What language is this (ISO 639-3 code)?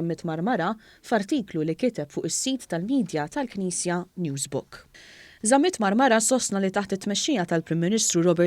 mlt